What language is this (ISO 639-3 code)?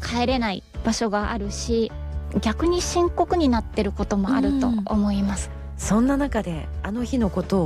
jpn